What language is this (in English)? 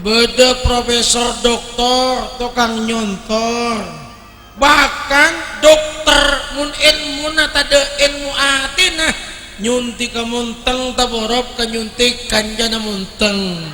Madurese